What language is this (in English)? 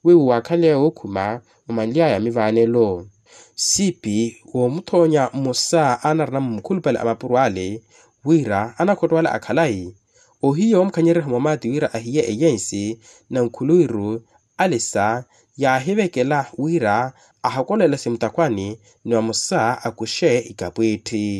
Makhuwa